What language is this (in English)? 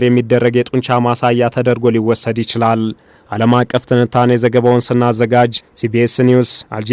Amharic